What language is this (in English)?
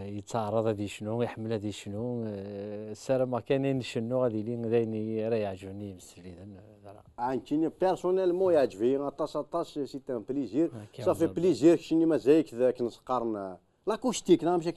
Kabyle